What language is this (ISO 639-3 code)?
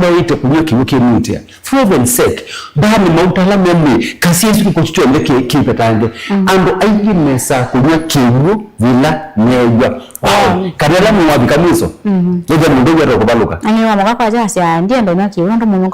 kam